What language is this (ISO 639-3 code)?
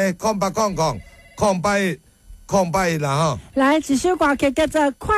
nan